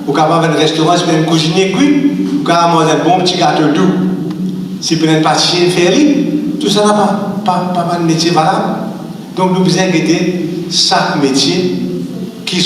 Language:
Morisyen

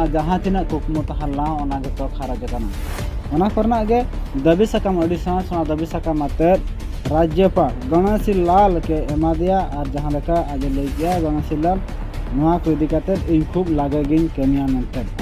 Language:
Santali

